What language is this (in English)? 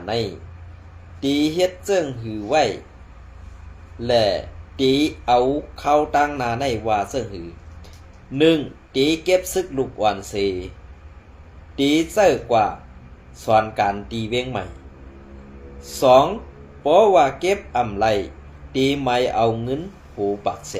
Shan